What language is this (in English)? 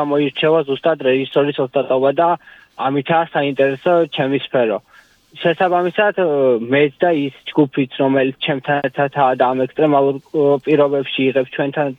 Georgian